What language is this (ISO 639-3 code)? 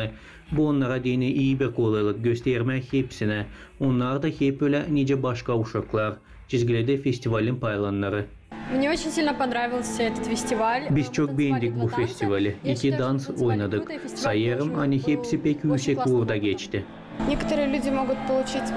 gag